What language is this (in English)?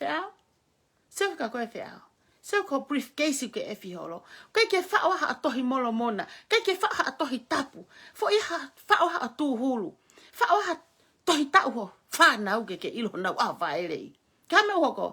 Tongan